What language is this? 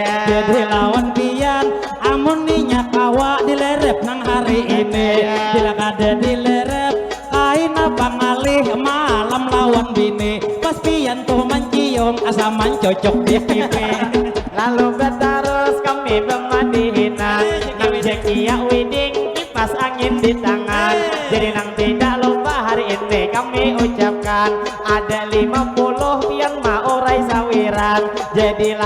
Banjar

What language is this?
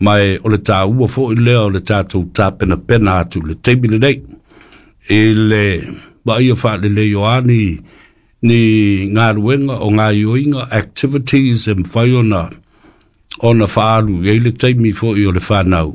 Samoan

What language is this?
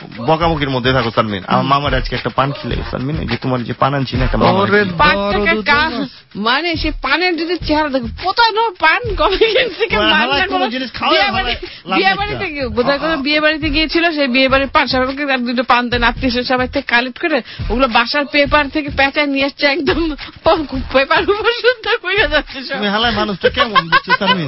Bangla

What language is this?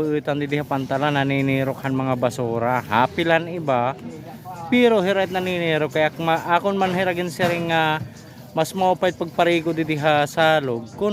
Waray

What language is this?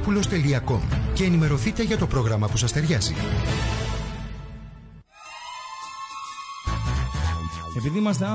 Greek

